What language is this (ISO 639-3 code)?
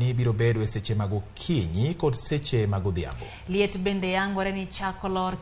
luo